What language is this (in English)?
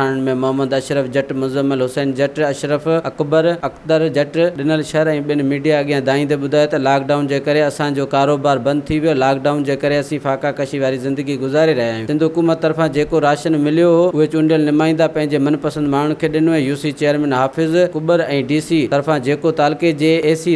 Sindhi